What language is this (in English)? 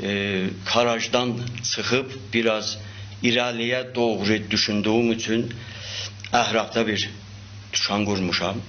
South Azerbaijani